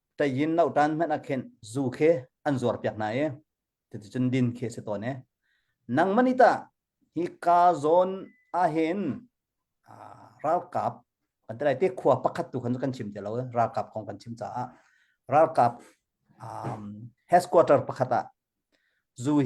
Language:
Hakha Chin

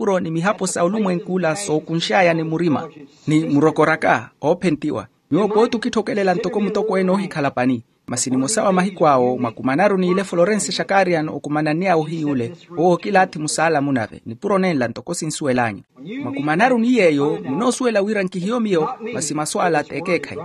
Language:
Makhuwa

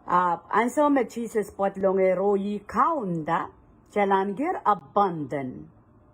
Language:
Pohnpeian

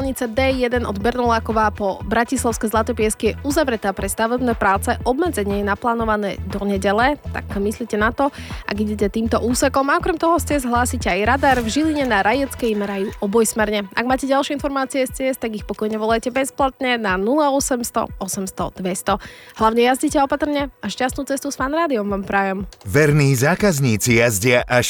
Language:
Slovak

